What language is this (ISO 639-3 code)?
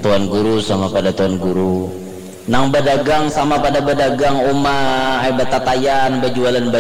bjn